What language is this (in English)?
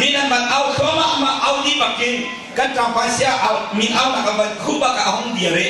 Hakha Chin